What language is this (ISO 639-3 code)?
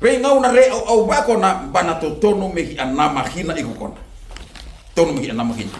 fij